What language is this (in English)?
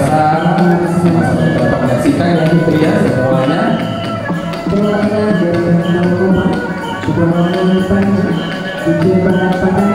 Indonesian